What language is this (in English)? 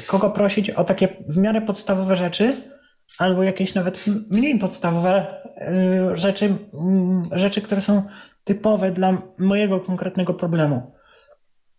Polish